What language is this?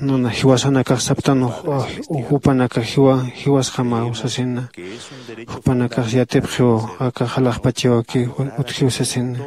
Aymara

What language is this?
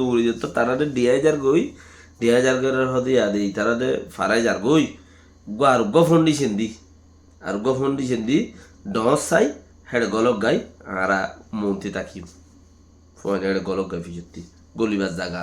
Rohingya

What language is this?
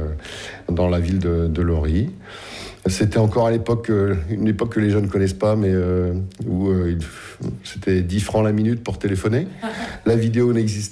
French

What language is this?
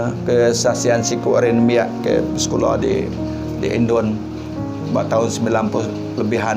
Iban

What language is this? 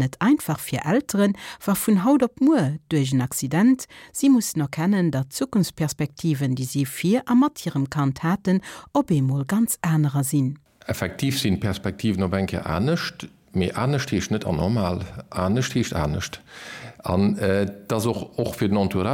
Luxembourgish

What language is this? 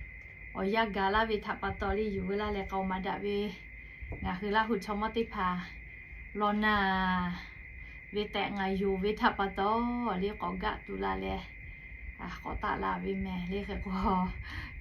Lahu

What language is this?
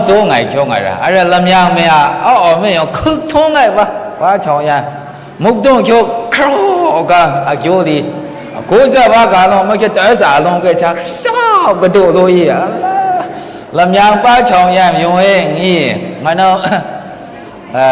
Maru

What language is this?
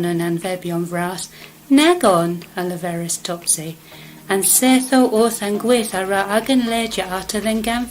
Cornish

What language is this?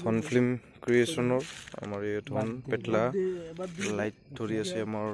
Assamese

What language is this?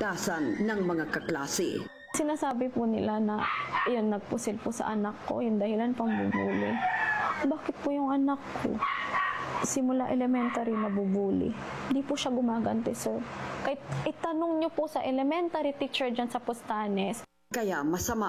Filipino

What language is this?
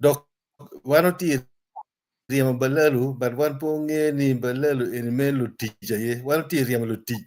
Acoli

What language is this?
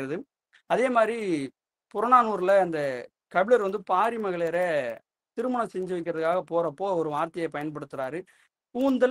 Tamil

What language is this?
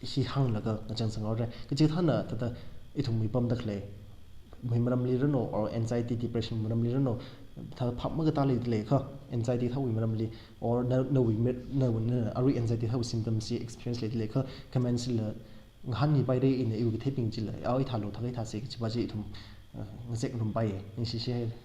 Tangkhul Naga (India)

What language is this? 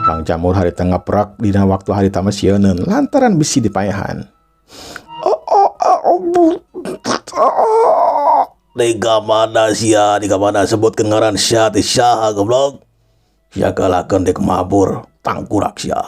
Sundanese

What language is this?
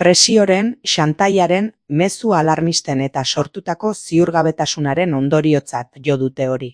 Basque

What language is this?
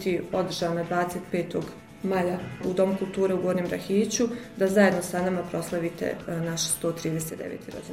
Bosnian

